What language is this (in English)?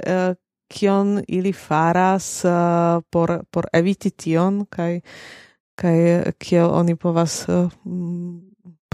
Esperanto